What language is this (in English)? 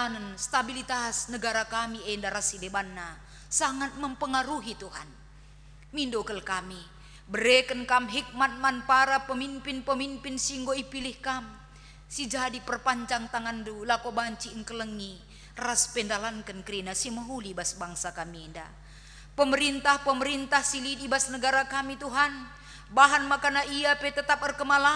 Batak Karo